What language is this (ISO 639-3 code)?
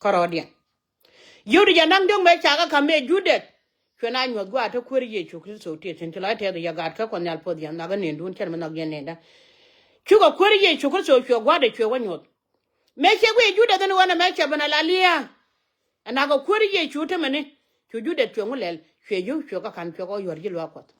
nus